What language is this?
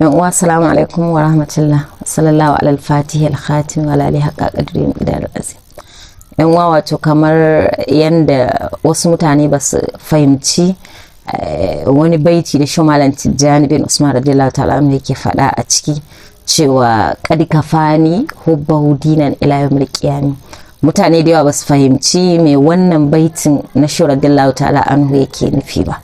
Hausa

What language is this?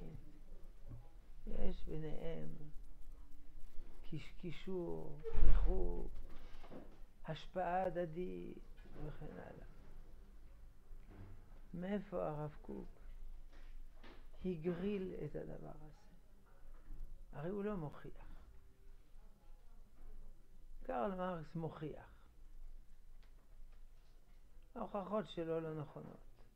Hebrew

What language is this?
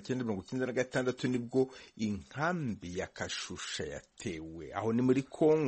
Kinyarwanda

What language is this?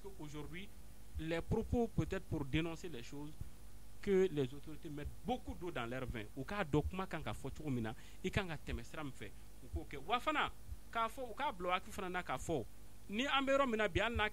Bambara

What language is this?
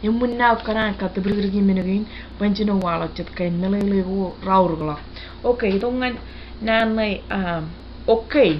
Marshallese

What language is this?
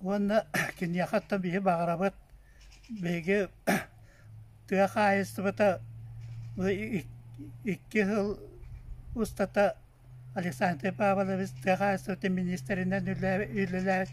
Yakut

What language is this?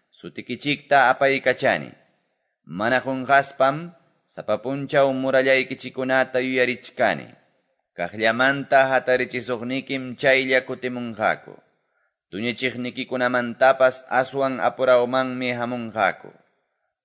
Quechua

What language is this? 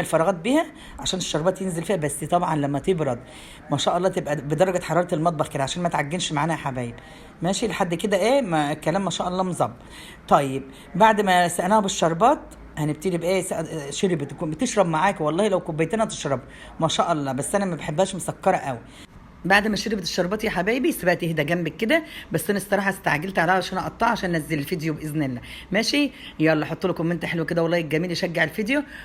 Egyptian Arabic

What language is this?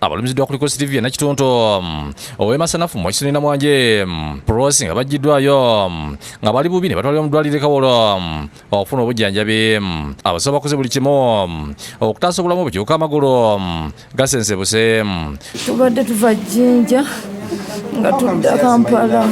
Ganda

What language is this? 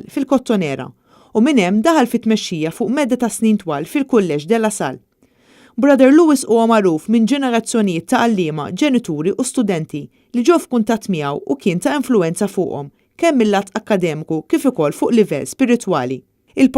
Maltese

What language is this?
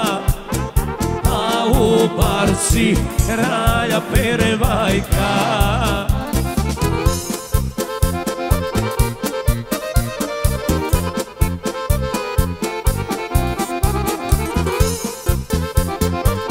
Serbian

